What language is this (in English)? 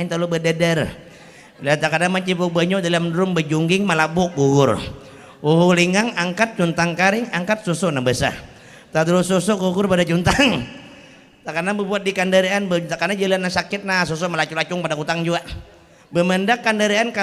Banjar